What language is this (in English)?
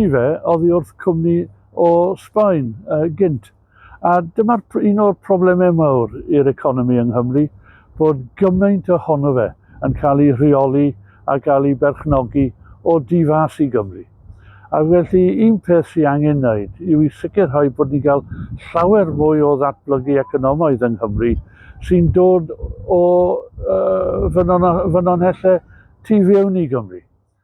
Welsh